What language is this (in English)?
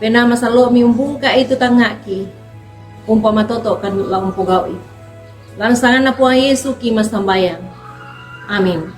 Toraja-Sa'dan